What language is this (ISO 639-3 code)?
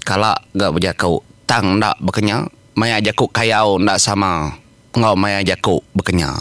iba